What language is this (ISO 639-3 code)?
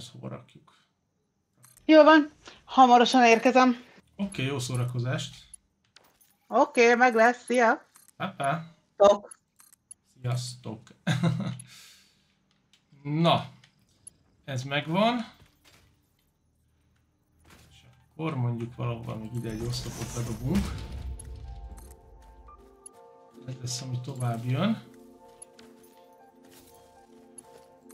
hun